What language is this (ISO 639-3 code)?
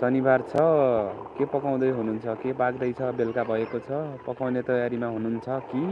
nep